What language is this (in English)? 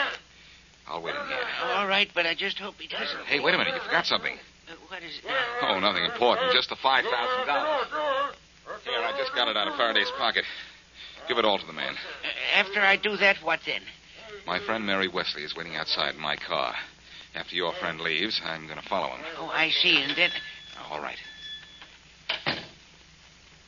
English